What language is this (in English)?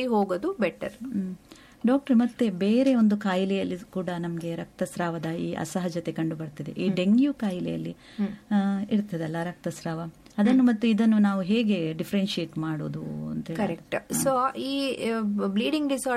Kannada